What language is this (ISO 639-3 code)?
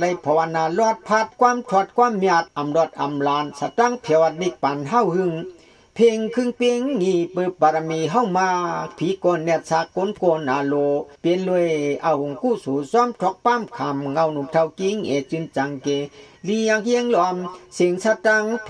shn